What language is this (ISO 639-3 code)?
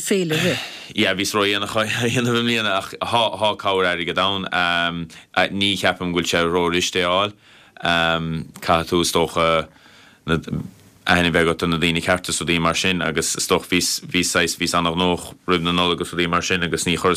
gle